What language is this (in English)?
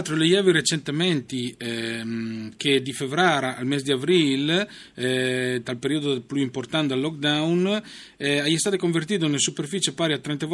Friulian